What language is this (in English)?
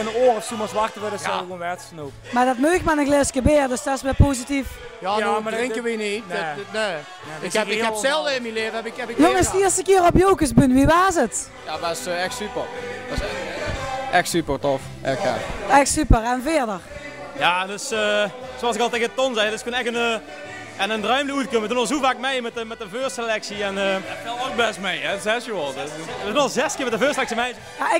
Limburgish